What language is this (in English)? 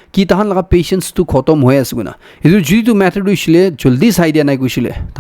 Naga Pidgin